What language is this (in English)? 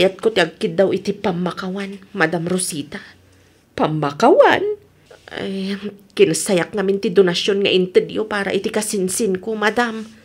Iloko